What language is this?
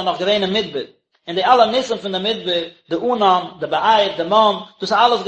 Yiddish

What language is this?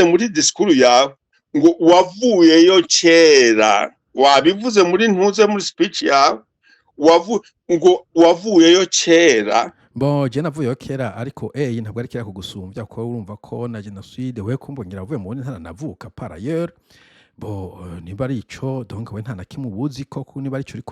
Rundi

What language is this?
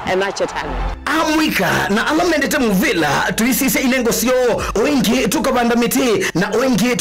Kamba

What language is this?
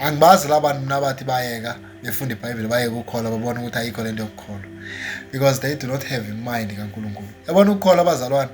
Zulu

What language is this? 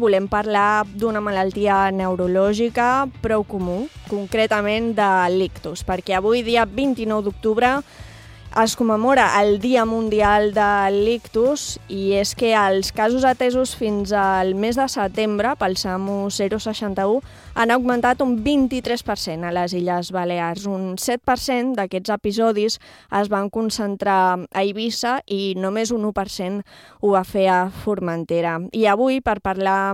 Catalan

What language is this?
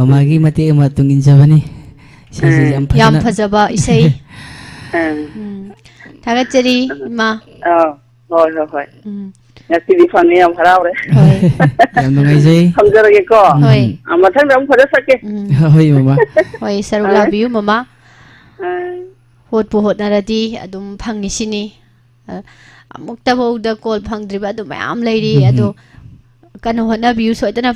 Manipuri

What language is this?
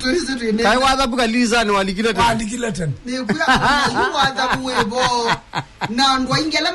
Kamba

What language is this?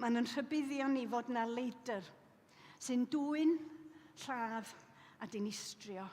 Welsh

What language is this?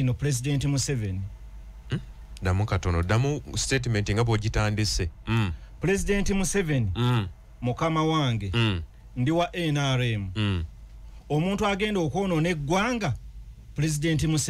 Ganda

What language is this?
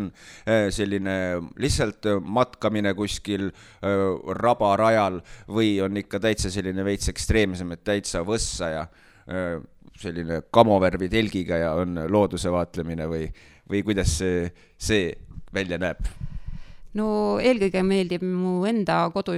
Estonian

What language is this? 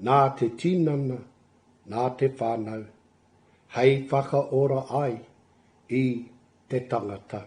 Māori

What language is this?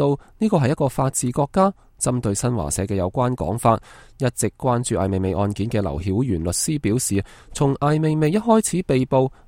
Cantonese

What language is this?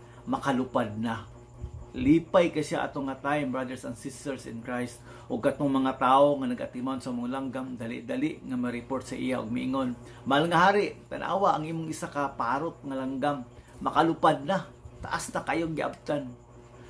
Cebuano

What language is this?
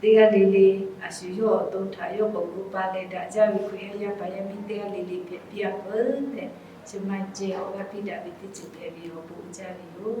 Lahu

